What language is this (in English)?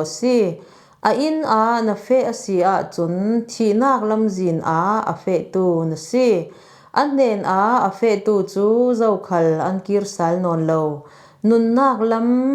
Falam Chin